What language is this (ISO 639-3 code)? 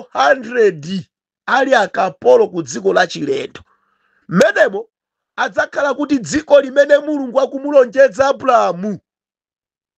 nya